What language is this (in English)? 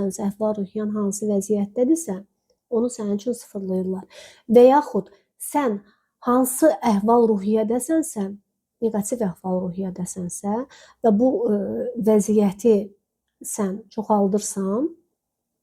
Azerbaijani